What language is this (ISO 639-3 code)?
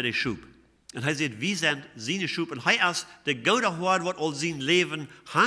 pdt